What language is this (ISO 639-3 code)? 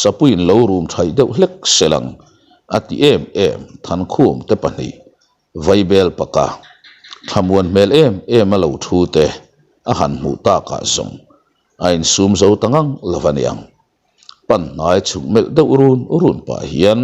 lus